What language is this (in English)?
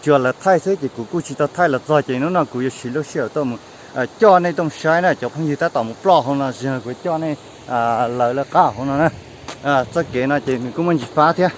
Hmong